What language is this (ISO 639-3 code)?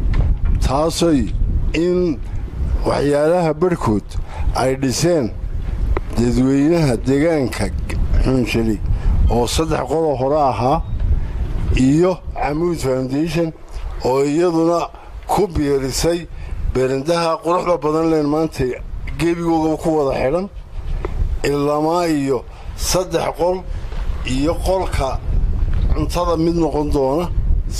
som